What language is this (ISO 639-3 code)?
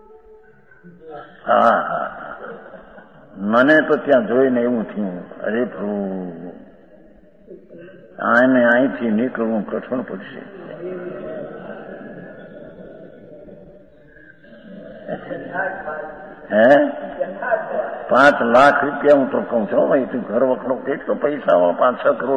guj